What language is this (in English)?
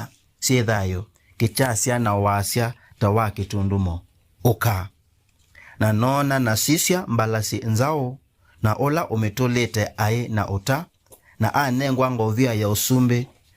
Kamba